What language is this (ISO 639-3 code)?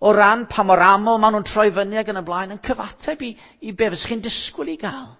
cym